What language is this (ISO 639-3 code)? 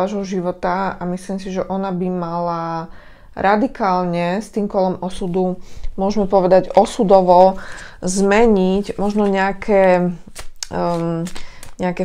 slk